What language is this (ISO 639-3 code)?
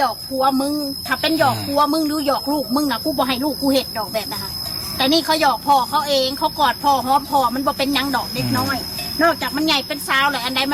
tts